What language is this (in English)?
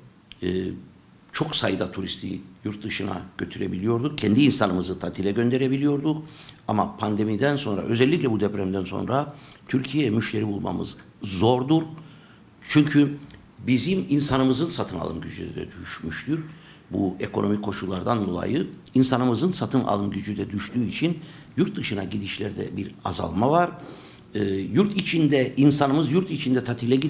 Turkish